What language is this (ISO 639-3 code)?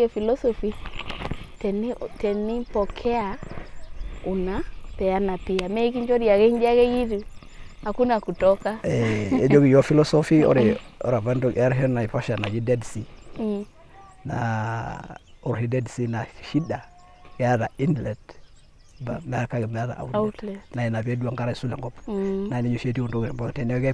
mas